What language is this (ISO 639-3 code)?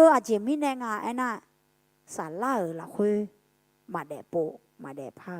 ahk